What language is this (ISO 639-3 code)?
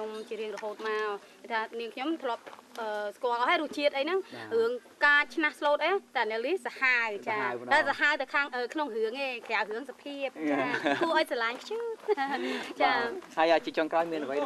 khm